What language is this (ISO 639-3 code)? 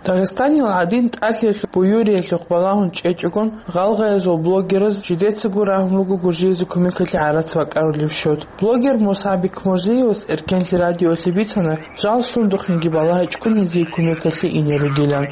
ava